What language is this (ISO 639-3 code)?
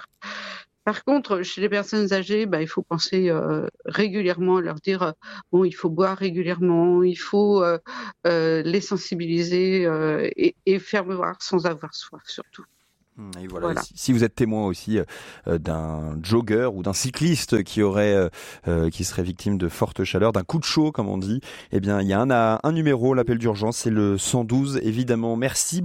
fra